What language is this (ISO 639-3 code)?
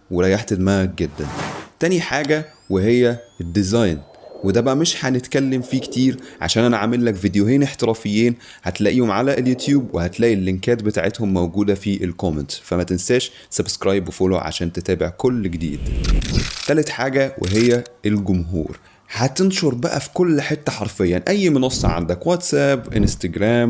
arz